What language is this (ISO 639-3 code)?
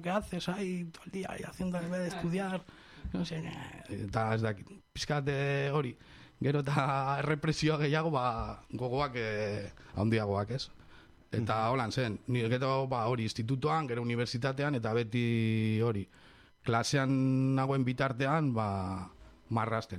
eus